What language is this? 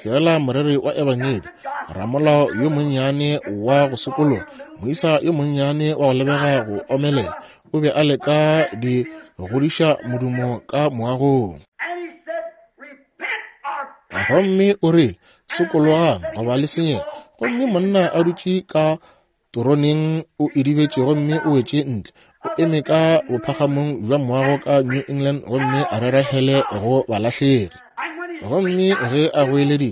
Northern Sotho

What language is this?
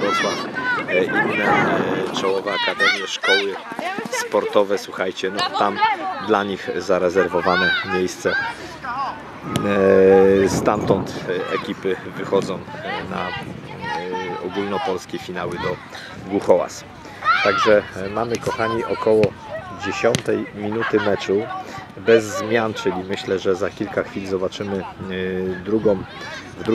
Polish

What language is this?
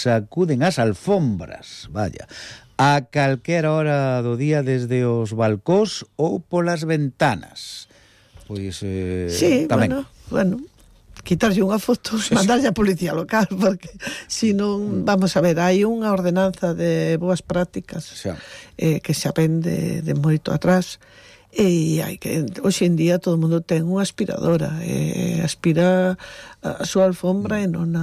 Galician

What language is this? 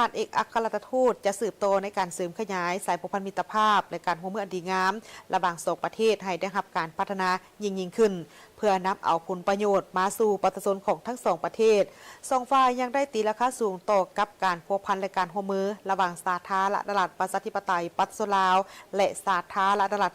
Lao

